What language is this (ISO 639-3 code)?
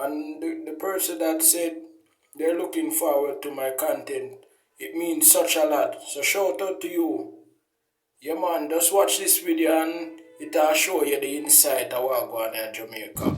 jam